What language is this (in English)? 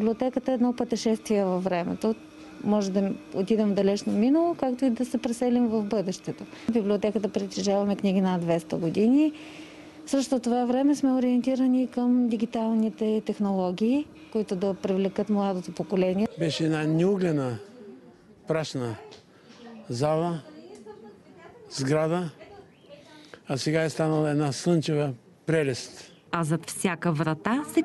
Bulgarian